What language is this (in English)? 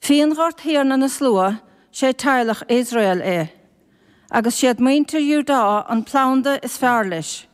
Irish